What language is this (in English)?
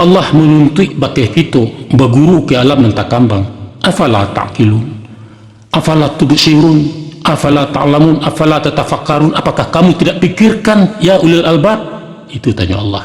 Minangkabau